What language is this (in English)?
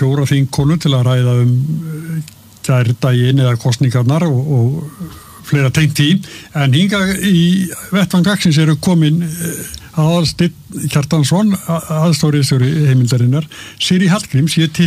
Icelandic